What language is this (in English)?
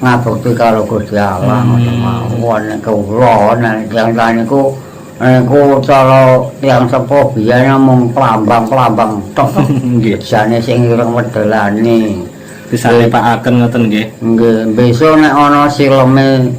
Javanese